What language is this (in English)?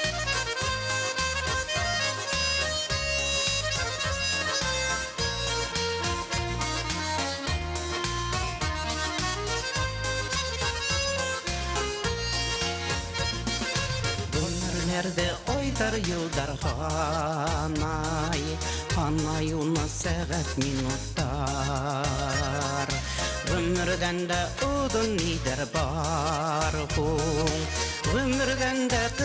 Bashkir